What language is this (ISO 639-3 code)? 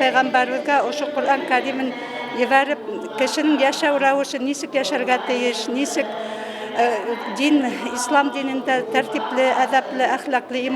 bak